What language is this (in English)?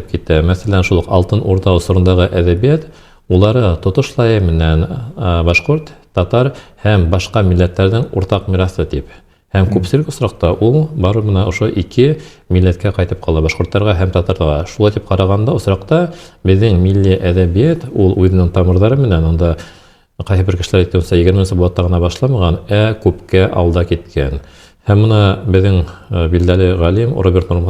Bashkir